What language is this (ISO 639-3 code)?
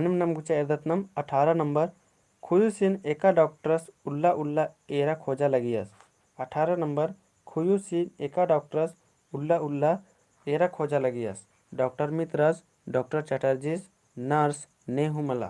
kru